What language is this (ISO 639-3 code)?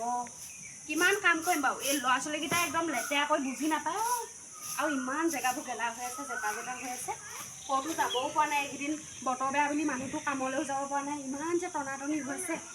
asm